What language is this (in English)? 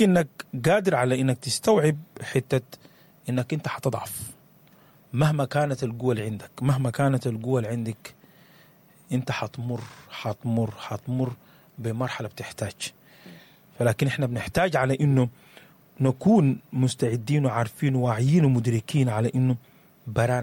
Sudanese Arabic